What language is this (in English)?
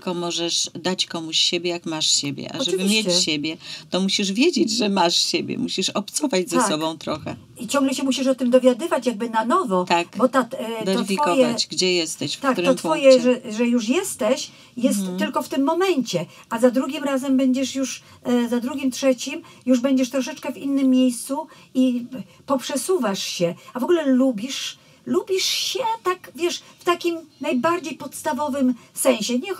Polish